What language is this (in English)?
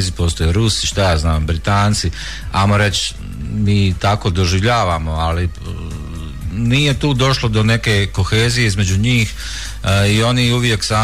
Croatian